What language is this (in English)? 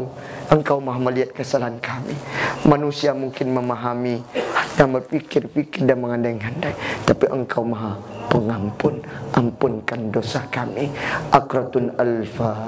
Minangkabau